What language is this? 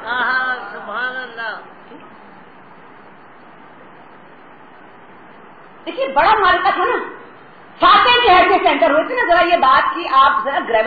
Urdu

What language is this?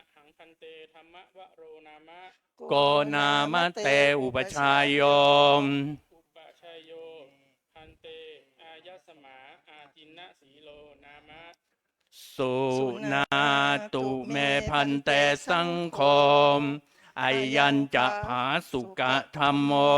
Pali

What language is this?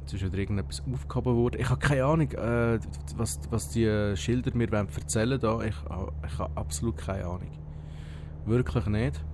Swiss German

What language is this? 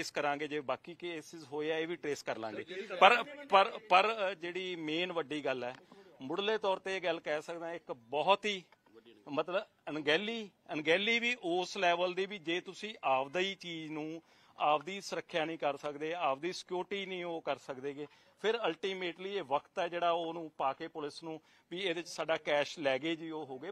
Punjabi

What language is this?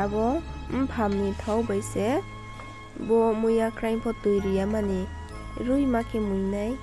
Riang (India)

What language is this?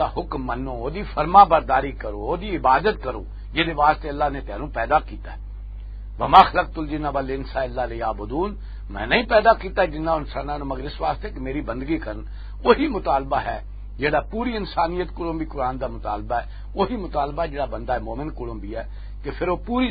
Western Panjabi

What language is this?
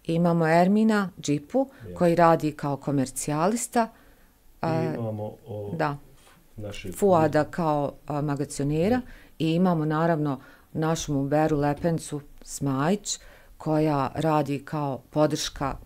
Bosnian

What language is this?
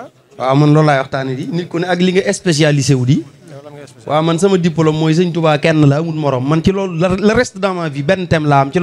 Wolof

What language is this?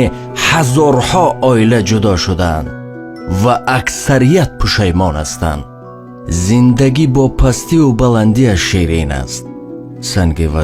Tajik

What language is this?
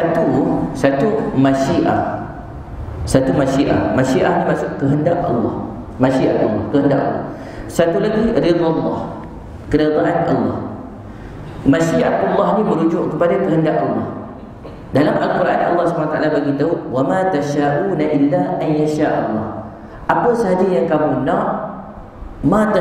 Malay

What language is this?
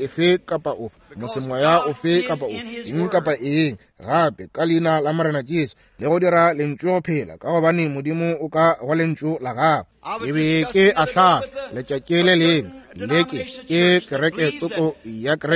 Northern Sotho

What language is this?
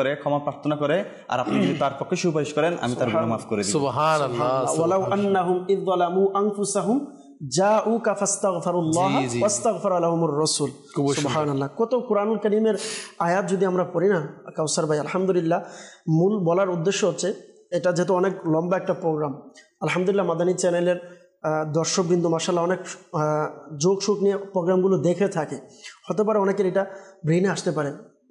Bangla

